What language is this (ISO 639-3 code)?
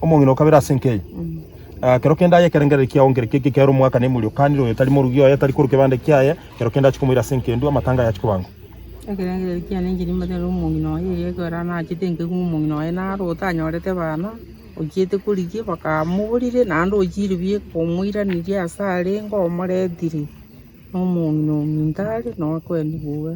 guz